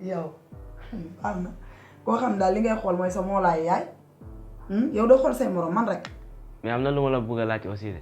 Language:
Wolof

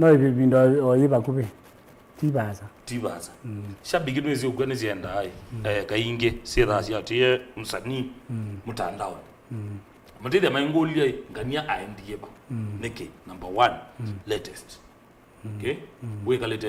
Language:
Kamba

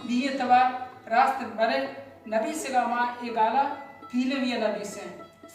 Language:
Baluchi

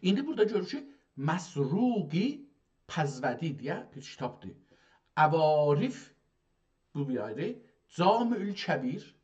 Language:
South Azerbaijani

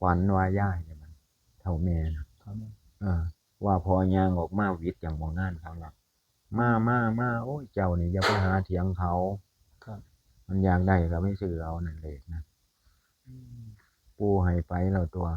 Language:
Northeastern Thai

